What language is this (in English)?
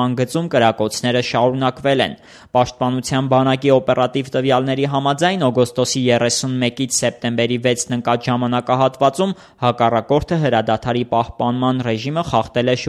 Armenian